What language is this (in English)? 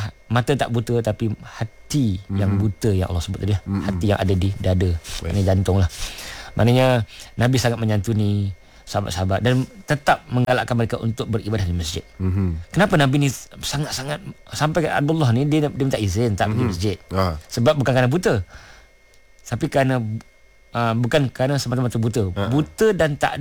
Malay